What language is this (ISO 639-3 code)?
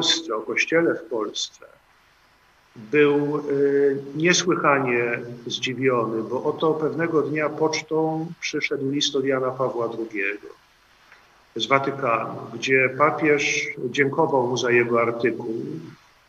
pol